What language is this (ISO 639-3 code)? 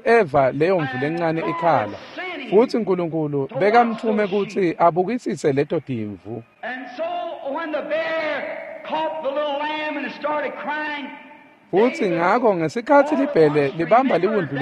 ssw